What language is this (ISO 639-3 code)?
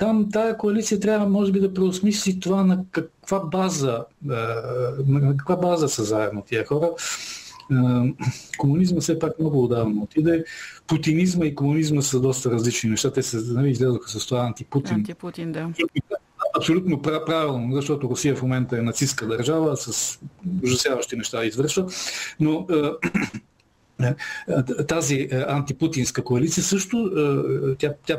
bul